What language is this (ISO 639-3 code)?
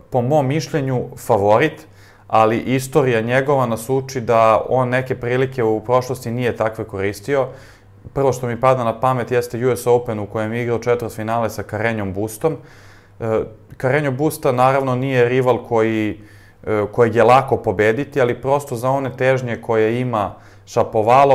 srp